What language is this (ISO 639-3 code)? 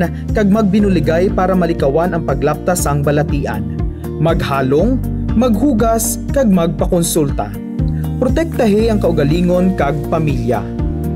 hil